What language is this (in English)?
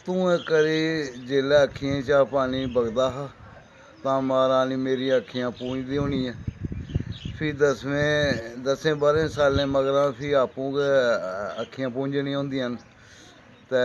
Dogri